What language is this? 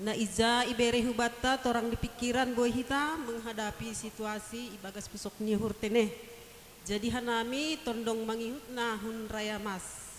Batak Simalungun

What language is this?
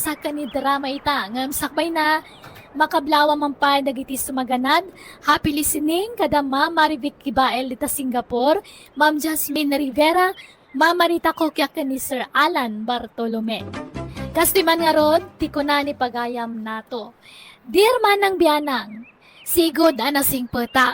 Iloko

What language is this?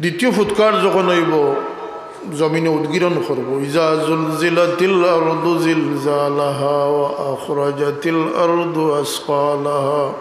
Sylheti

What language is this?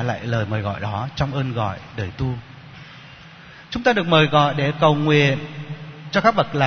Vietnamese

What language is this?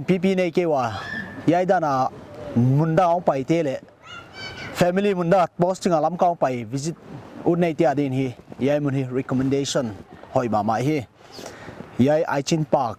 Paite Chin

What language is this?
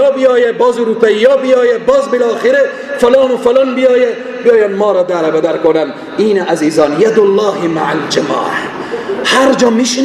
Persian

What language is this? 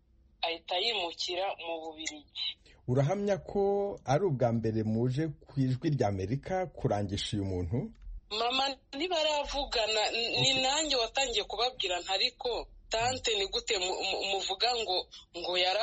Kinyarwanda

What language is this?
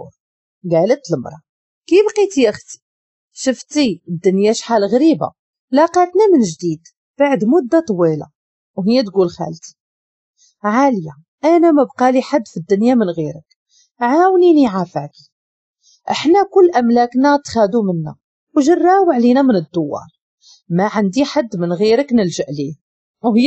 Moroccan Arabic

